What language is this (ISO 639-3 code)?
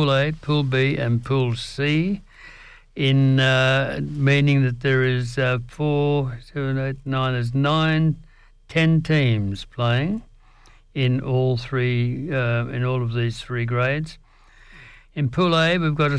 eng